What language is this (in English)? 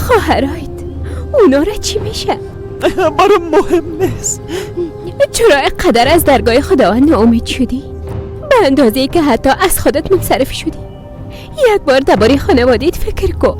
Persian